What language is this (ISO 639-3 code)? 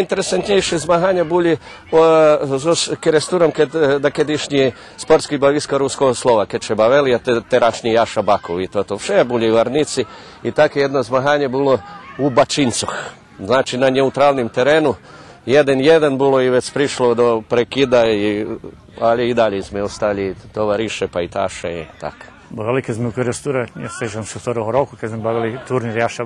rue